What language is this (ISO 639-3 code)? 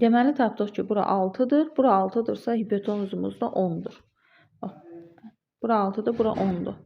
aze